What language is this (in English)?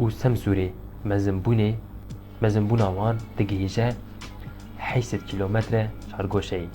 Kurdish